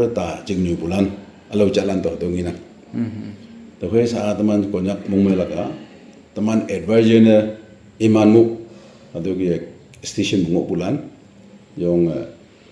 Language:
Naga Pidgin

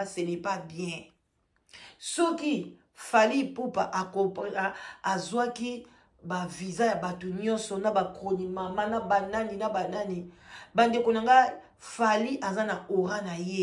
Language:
Lingala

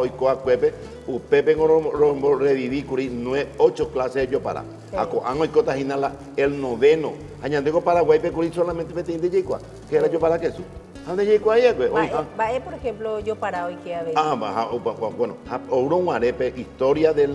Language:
Guarani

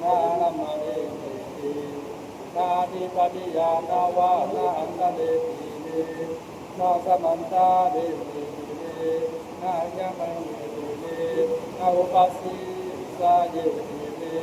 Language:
Pali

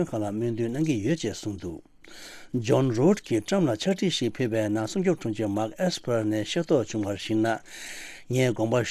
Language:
Tibetan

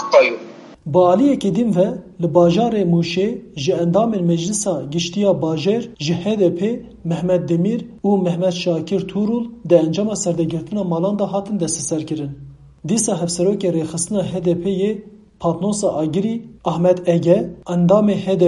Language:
Kurdish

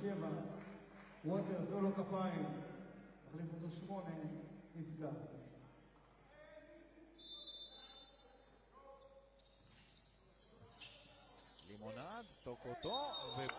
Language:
Hebrew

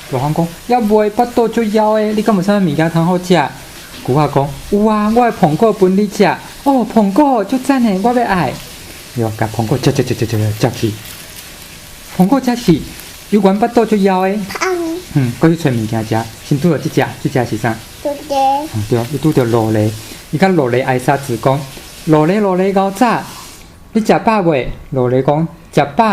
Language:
Min Nan Chinese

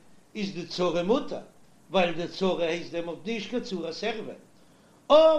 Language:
Yiddish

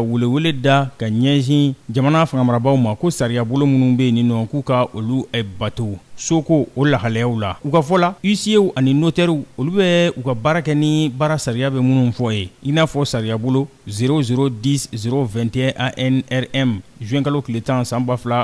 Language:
Bambara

